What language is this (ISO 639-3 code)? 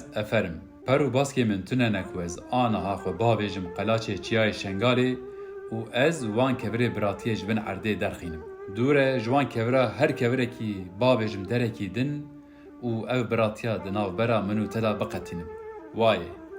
kur